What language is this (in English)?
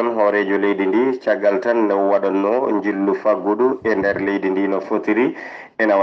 Fula